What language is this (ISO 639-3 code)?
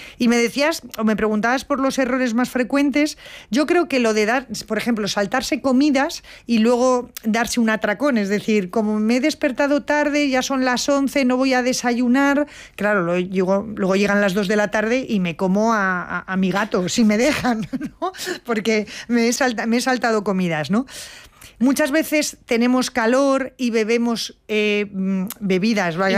spa